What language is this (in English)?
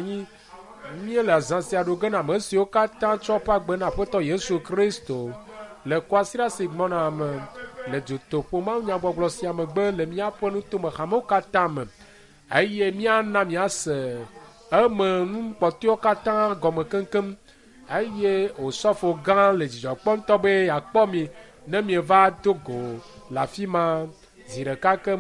Ewe